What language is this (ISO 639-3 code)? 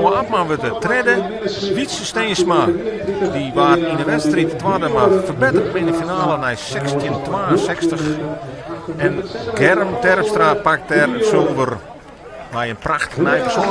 fry